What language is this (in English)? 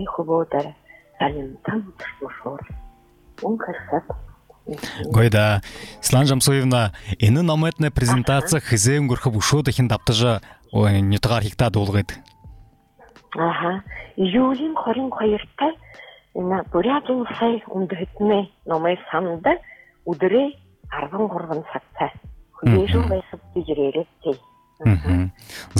Buriat